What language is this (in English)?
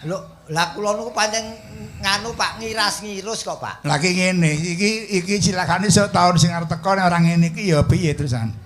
Javanese